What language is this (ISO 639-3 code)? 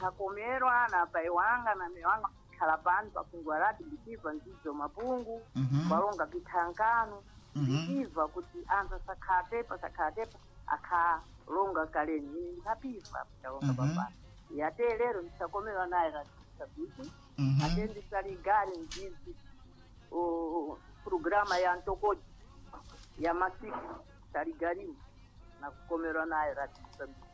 seh